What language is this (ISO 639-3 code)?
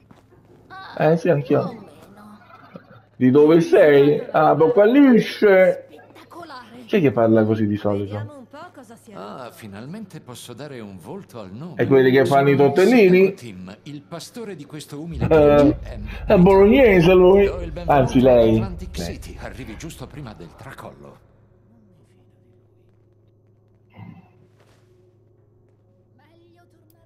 ita